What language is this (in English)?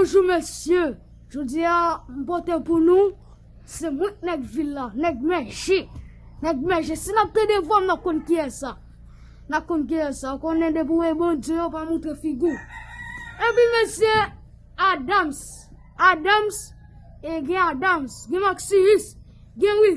Haitian Creole